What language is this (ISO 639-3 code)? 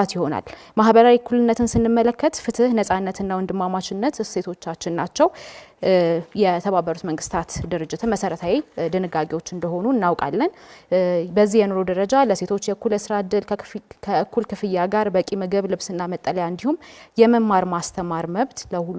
amh